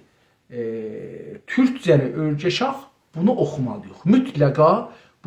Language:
South Azerbaijani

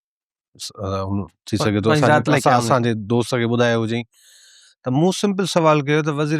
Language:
Sindhi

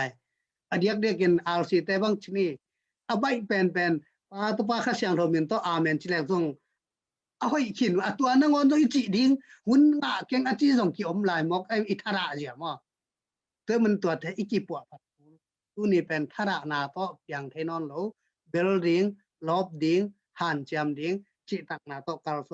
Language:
Tedim Chin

